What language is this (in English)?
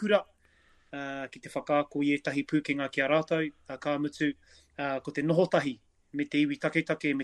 Māori